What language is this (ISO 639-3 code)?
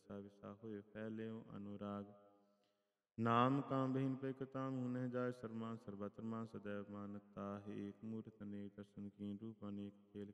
pan